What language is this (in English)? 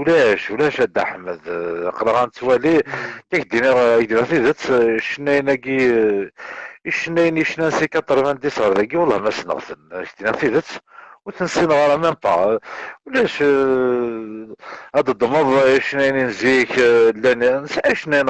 Kabyle